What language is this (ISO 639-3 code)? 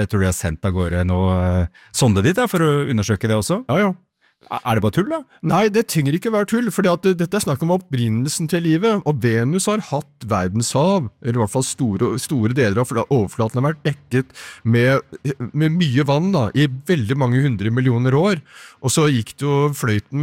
nor